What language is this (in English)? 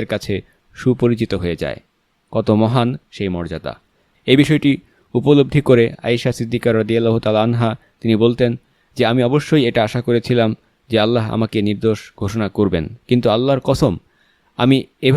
Bangla